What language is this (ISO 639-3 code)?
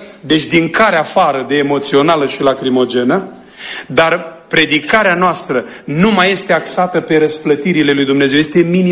ron